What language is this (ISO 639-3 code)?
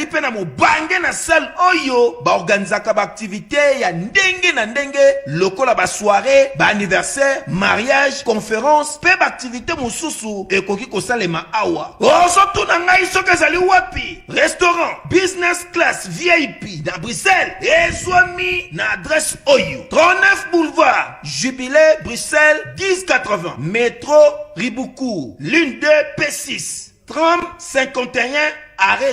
lin